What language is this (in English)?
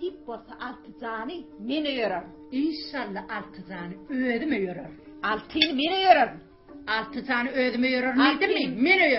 Turkmen